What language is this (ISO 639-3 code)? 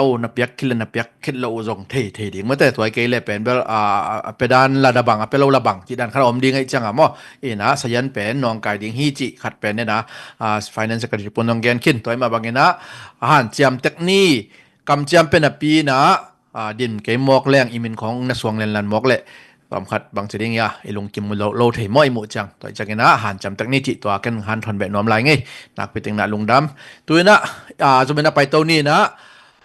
ctd